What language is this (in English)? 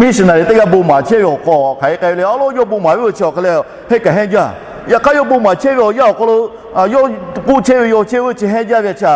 Lahu